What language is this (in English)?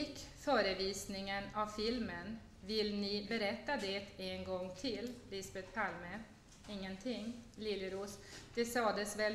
Swedish